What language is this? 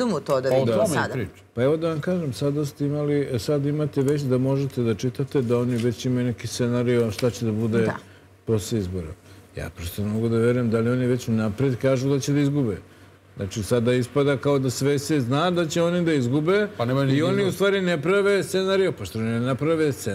Serbian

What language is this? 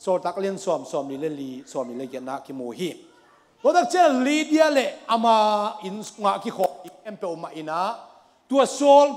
Tedim Chin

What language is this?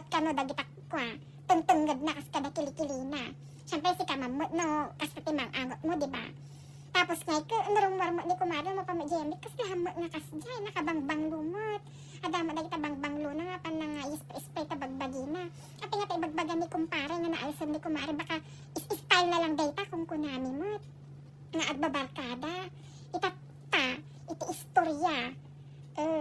Iloko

